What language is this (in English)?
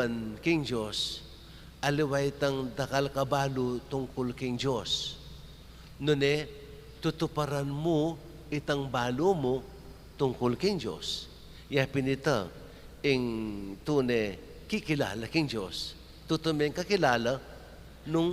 Pampanga